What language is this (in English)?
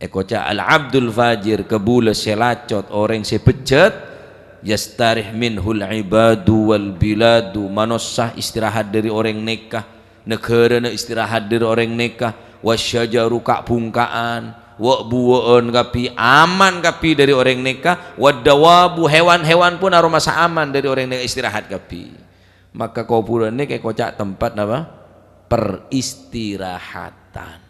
Madurese